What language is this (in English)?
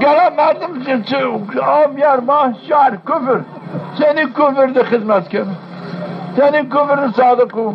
Zaza